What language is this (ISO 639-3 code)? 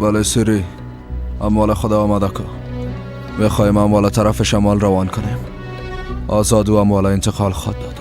fas